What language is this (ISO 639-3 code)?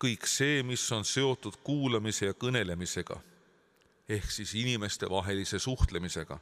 est